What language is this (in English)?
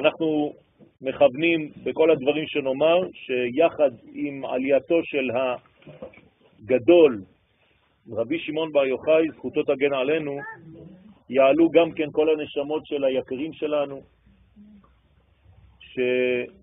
Hebrew